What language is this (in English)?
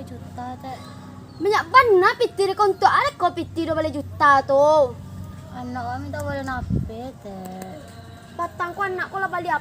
Minangkabau